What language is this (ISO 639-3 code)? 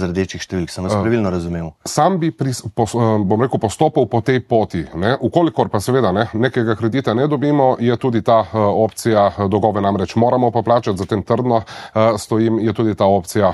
slv